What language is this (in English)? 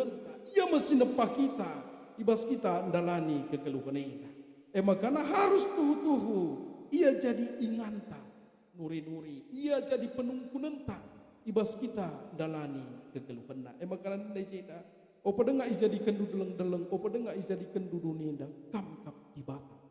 Batak Karo